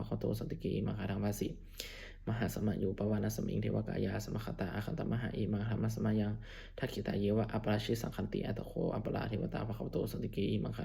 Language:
Pali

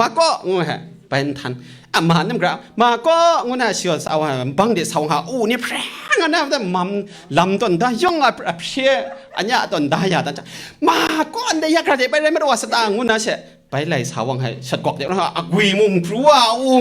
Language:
Kachin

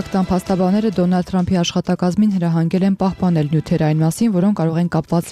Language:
Armenian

